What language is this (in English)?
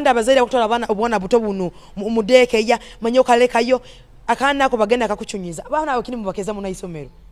Nyoro